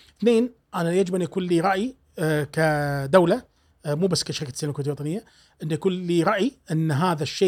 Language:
Gulf Arabic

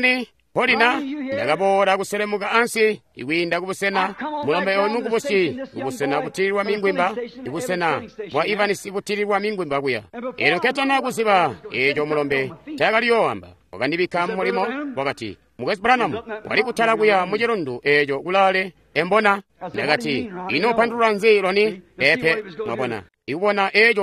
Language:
Tonga (Zambia)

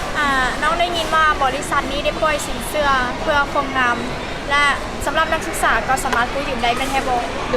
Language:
Lao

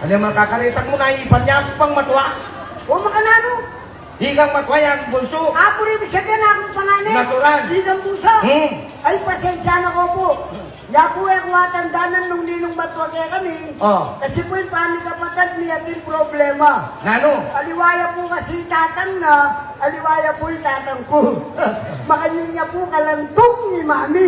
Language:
Pampanga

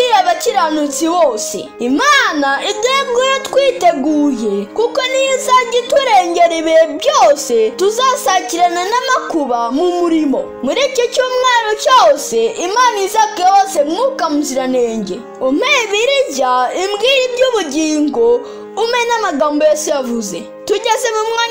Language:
Kinyarwanda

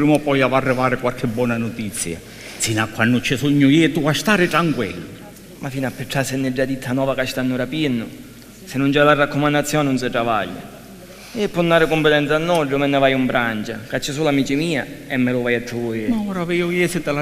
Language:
Sicilian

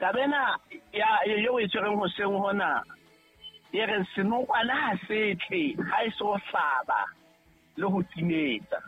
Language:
Southern Sotho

